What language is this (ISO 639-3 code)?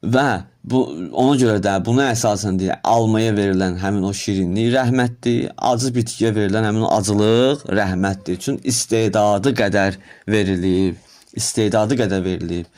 aze